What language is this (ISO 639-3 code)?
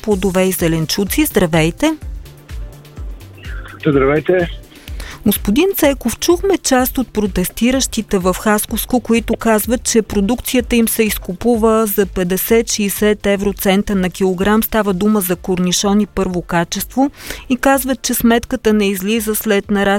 bul